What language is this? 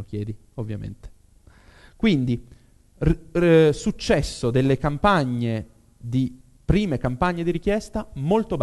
Italian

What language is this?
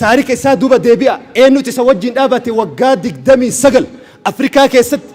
Oromo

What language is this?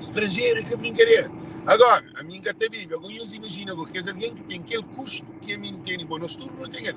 Kabuverdianu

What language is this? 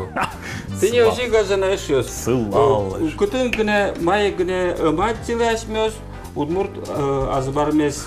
Udmurt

